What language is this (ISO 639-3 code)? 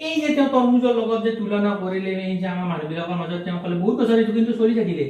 asm